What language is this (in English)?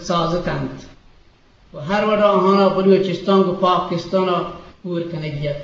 Eastern Balochi